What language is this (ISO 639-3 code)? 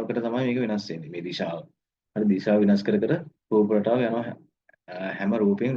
sin